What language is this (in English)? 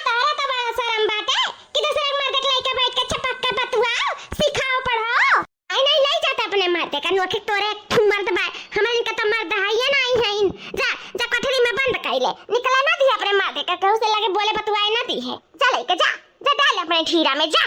Awadhi